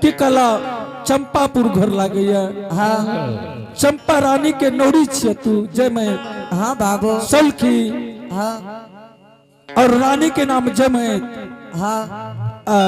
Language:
Angika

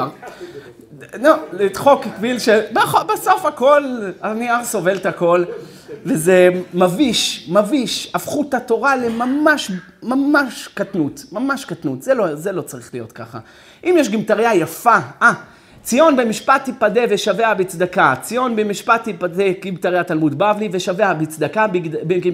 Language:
Hebrew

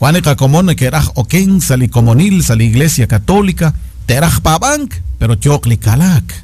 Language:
Kekchí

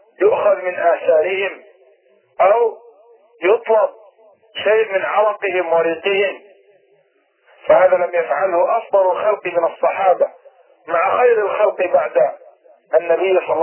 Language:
Arabic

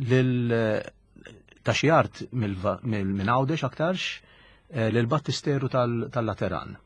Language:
Maltese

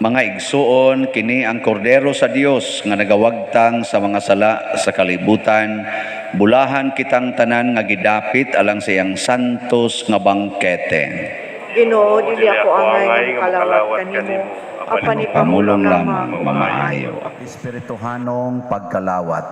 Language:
Cebuano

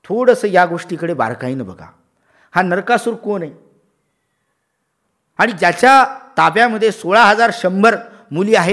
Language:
Marathi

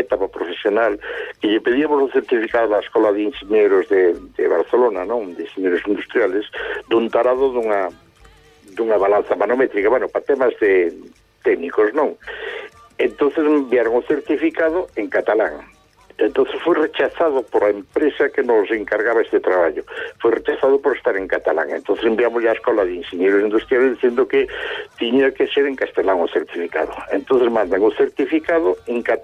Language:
Galician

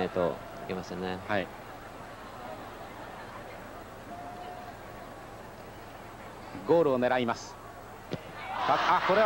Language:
Japanese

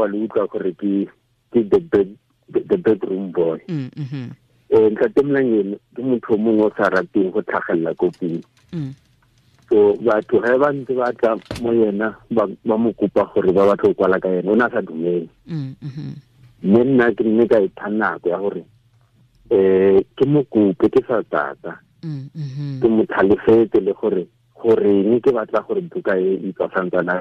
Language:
Tswana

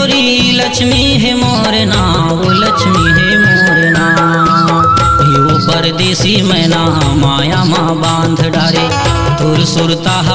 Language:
Chhattisgarhi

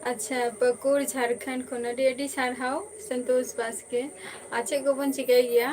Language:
Santali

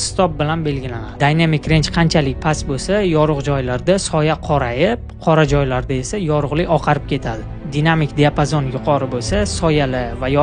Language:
Uzbek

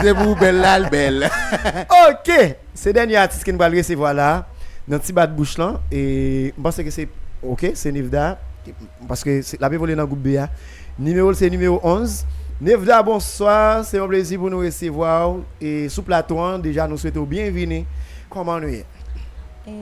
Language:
Haitian Creole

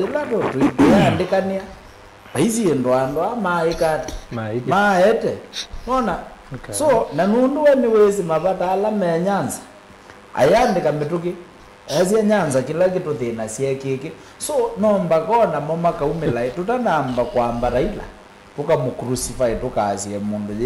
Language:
Kamba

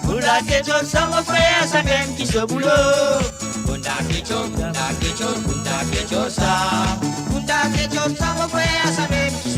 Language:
Morisyen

